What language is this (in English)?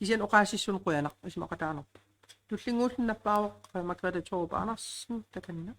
Kalaallisut